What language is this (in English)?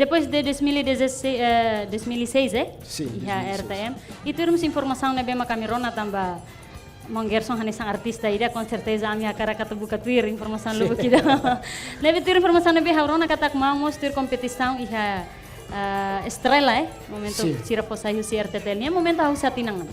Tetum